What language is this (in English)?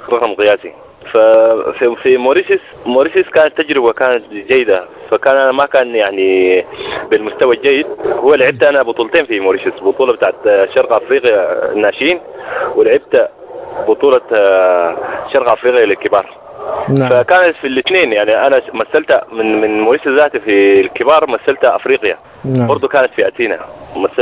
Sudanese Arabic